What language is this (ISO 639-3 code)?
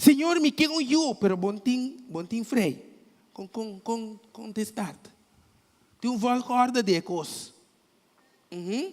pap